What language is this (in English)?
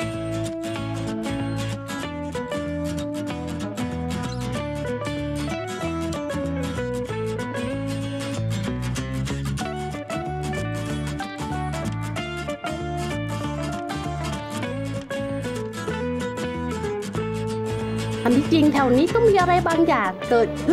Thai